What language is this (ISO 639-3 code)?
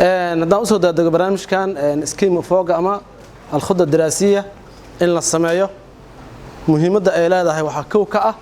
som